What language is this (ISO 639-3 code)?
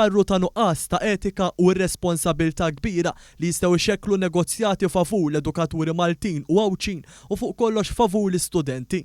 mlt